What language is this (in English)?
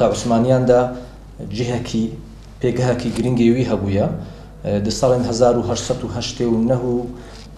Kurdish